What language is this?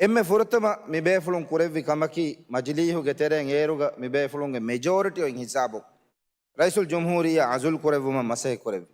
Divehi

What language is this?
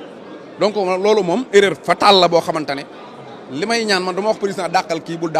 Wolof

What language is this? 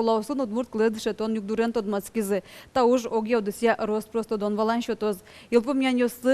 Udmurt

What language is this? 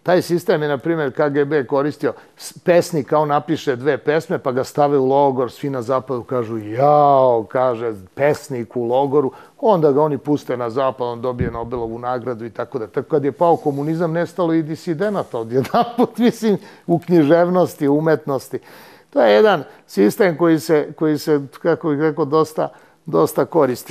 Serbian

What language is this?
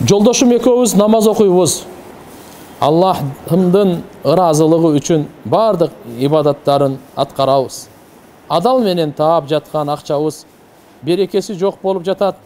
Kyrgyz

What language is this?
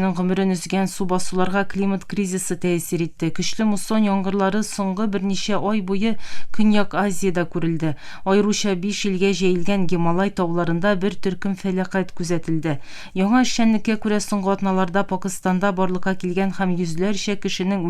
Tatar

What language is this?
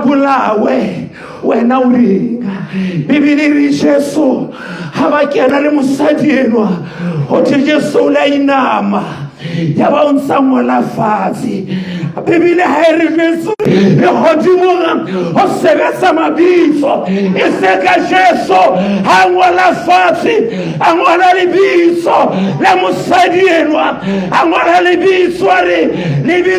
Southern Sotho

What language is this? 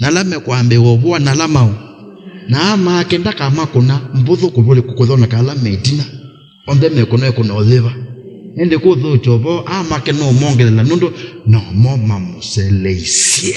Kamba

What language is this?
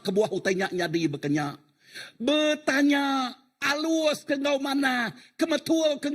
Iban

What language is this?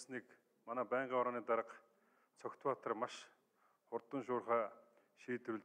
Mongolian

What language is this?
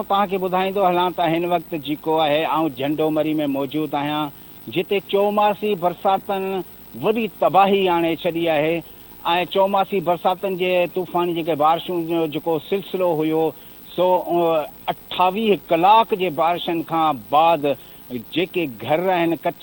Sindhi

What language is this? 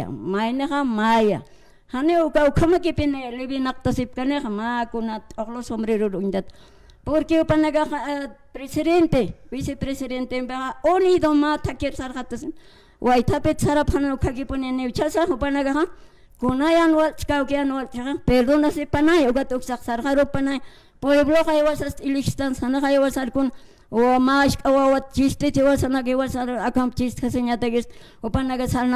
Aymara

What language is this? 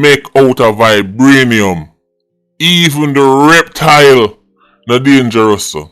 Jamaican Creole English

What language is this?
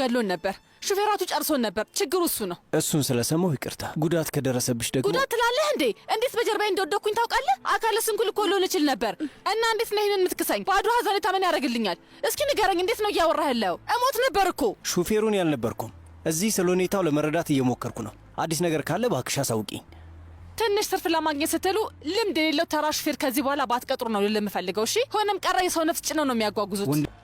Amharic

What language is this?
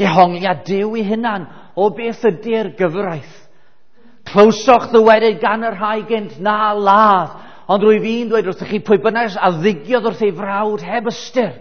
Welsh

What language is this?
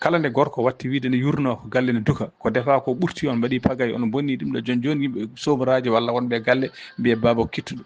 Fula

